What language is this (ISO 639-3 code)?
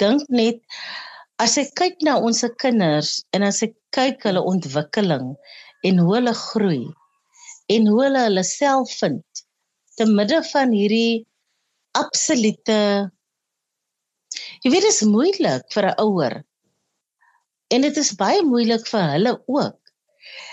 afr